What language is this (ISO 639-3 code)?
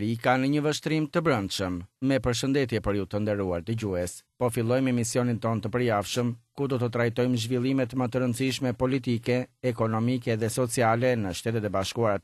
sqi